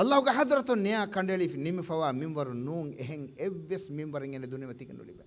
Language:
Divehi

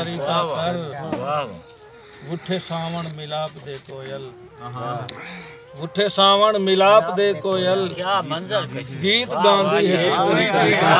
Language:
Saraiki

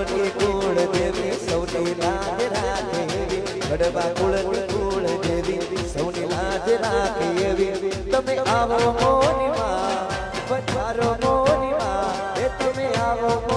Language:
Gujarati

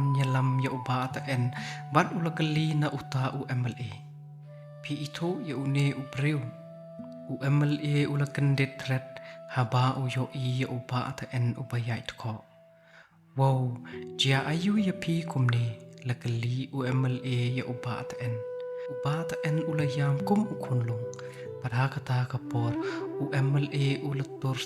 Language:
Khasi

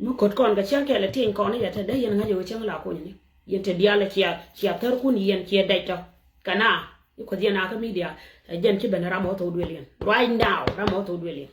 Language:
Nuer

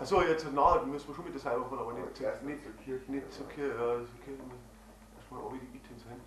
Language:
Bavarian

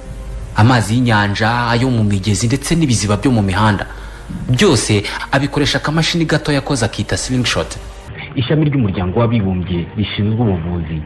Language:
Kinyarwanda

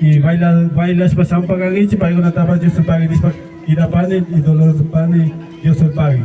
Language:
Imbabura Highland Quichua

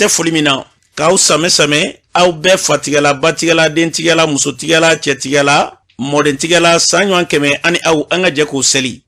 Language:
Bambara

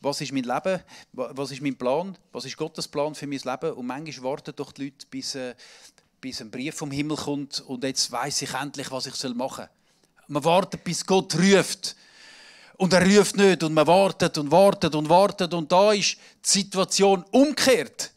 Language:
Swiss German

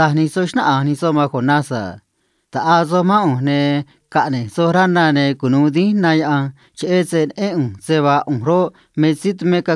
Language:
Copala Triqui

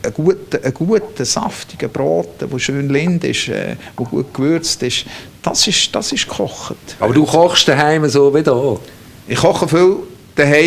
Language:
Swiss German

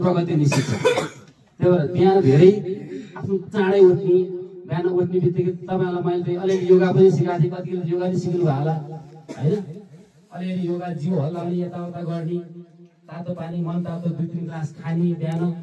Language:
Nepali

